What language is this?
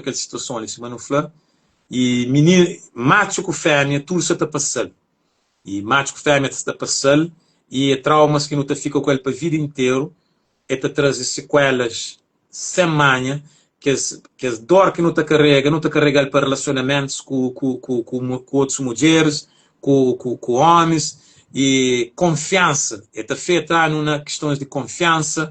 Kabuverdianu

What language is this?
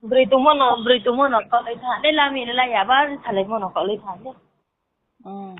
Riang (India)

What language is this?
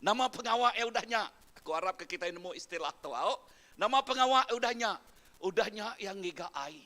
Iban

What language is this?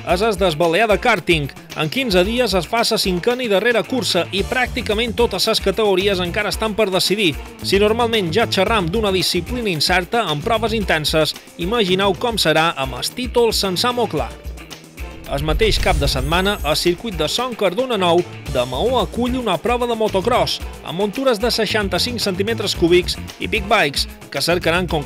Catalan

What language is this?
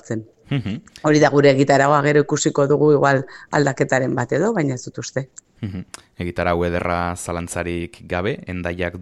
Basque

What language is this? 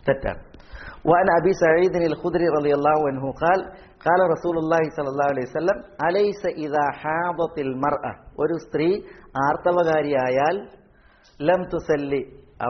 Malayalam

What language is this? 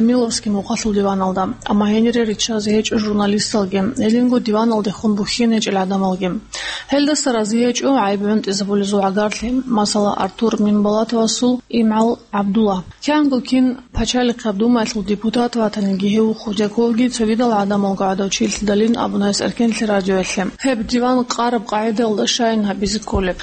Avaric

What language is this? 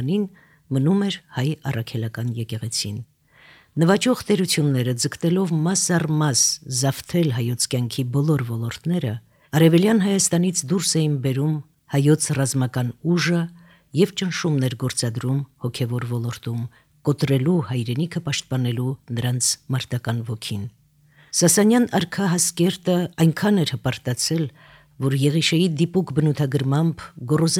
Armenian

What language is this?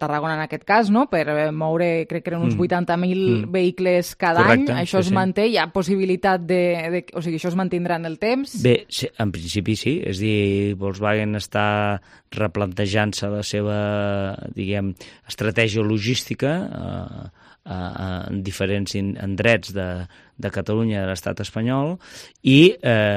Catalan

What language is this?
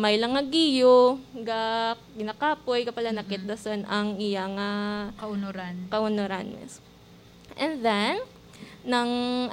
Hiligaynon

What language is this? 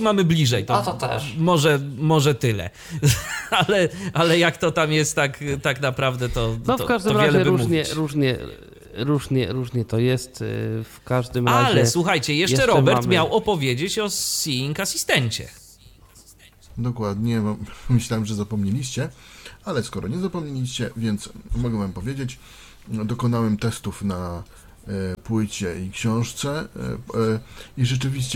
Polish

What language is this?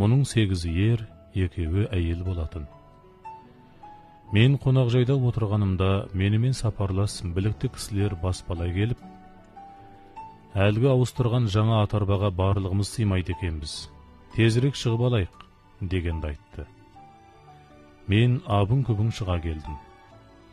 Kazakh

